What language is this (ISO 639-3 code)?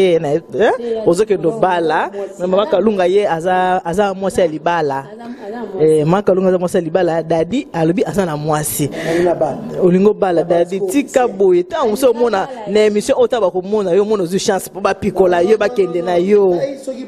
lin